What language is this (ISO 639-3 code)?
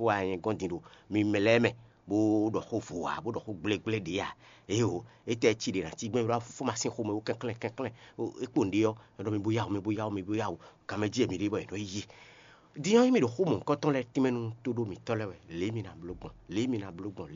fon